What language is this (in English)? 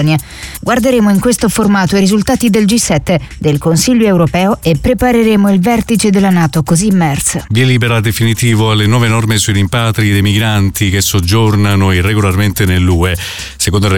Italian